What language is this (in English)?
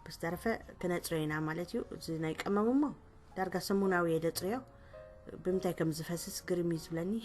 Tigrinya